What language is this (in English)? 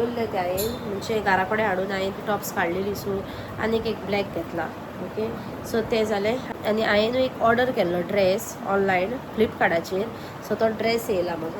Konkani